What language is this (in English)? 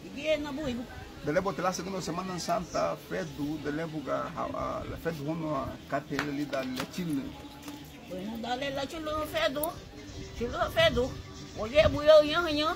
Garifuna